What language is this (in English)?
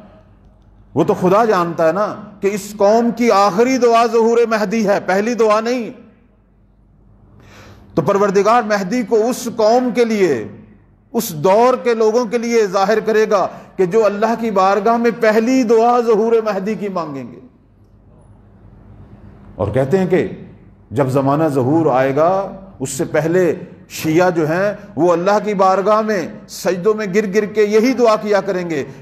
Urdu